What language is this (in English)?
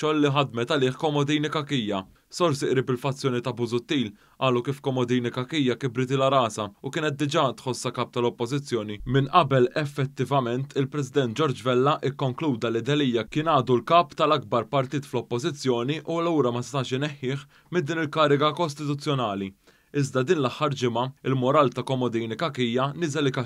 Maltese